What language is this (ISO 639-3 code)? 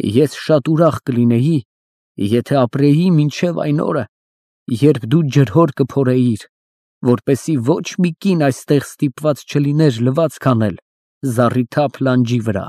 hye